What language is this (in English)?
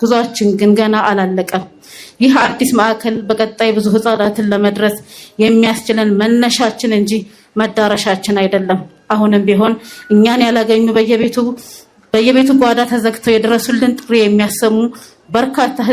Amharic